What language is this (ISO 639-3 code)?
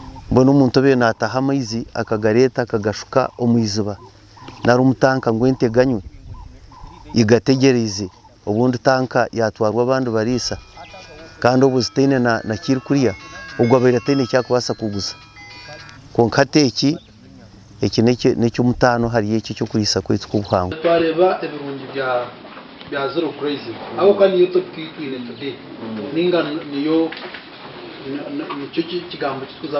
kin